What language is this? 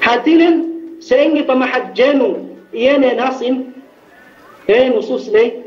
Yakan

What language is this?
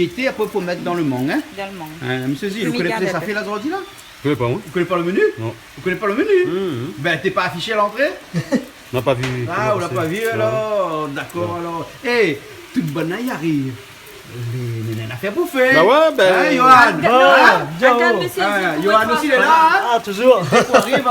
Réunion Creole French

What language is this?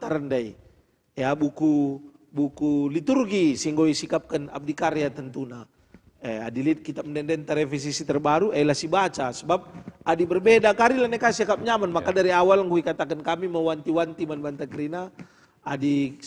Batak Karo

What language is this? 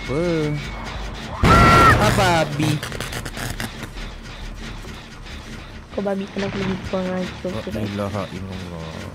Malay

